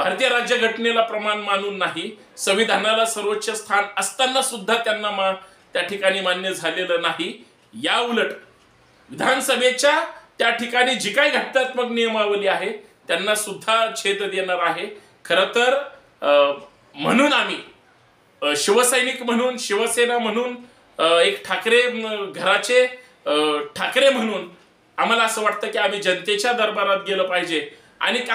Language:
Marathi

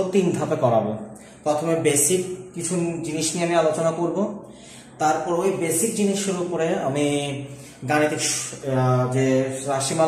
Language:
Bangla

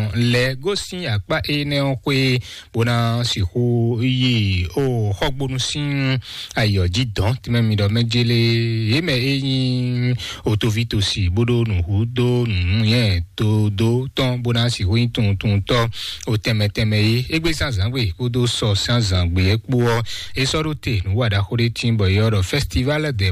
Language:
Fon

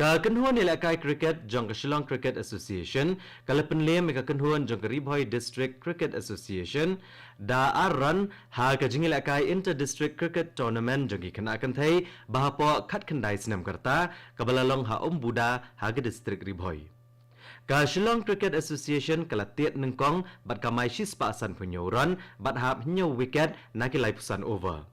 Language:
Khasi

